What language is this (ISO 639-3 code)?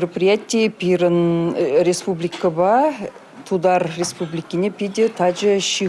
chv